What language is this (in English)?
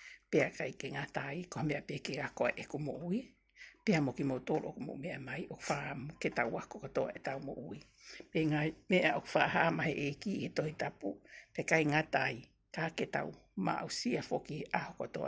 Tongan